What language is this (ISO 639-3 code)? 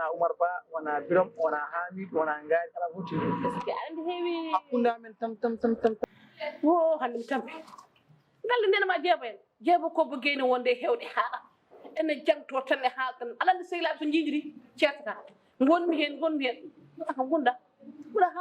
ful